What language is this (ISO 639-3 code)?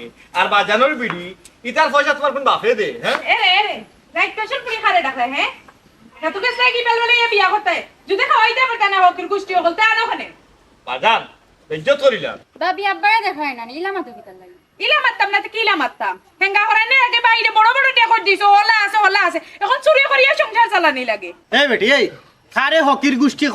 syl